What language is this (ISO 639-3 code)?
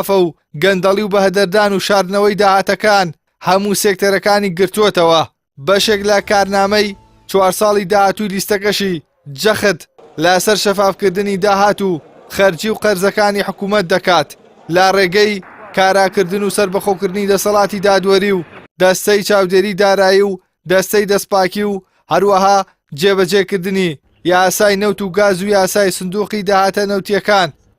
ckb